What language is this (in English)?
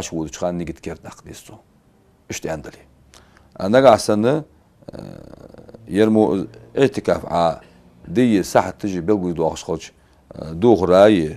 Ingush